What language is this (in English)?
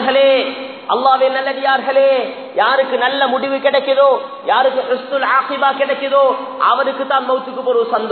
Tamil